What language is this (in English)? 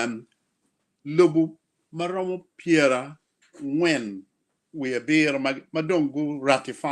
Acoli